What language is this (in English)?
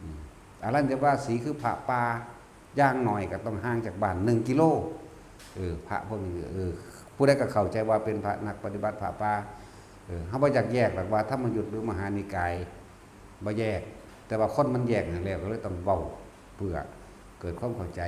Northeastern Thai